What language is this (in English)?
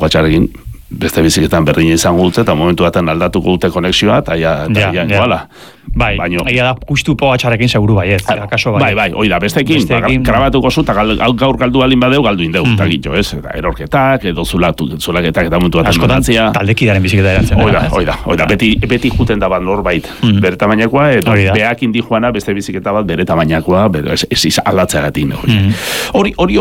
Basque